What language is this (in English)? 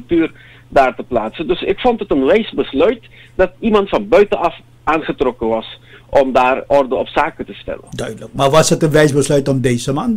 Dutch